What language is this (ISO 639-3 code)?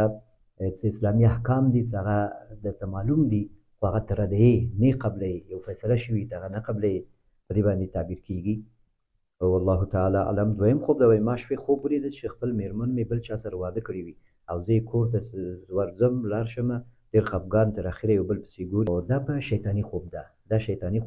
pus